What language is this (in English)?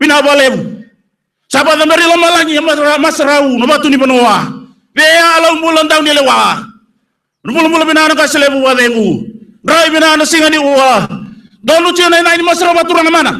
Fijian